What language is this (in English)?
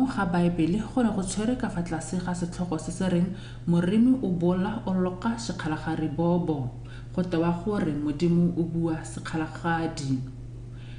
Tswana